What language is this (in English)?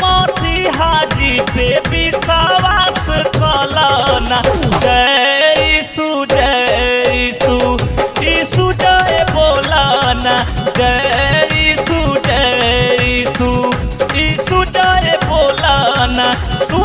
Bhojpuri